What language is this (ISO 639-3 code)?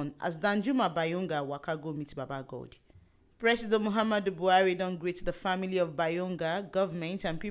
pcm